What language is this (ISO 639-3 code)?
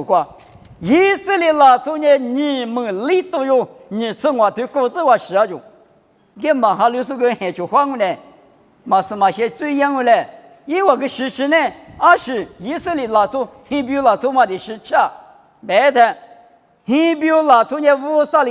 lis